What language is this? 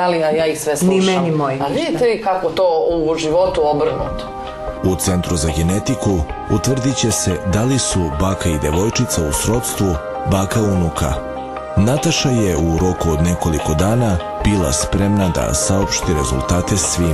Serbian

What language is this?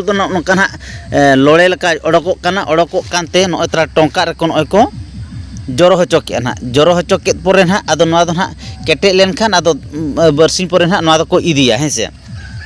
Santali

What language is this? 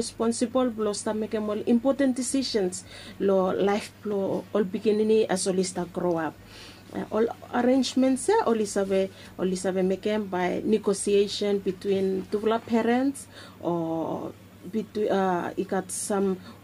Bislama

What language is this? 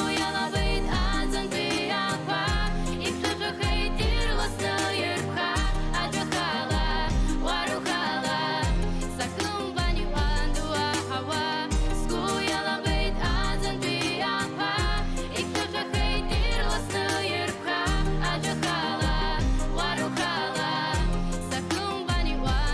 Abkhazian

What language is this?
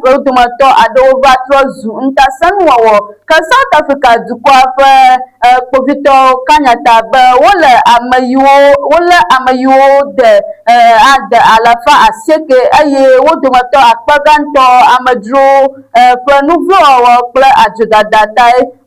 Ewe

